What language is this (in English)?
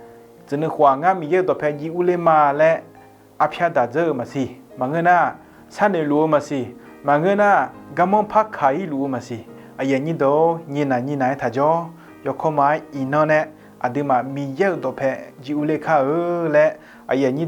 Akha